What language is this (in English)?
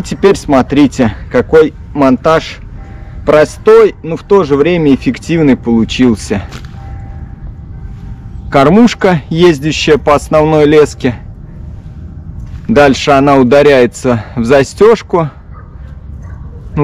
Russian